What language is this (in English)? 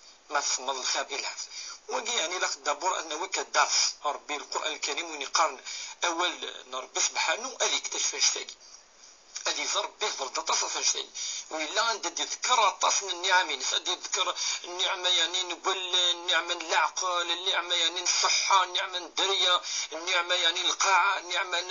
Kabyle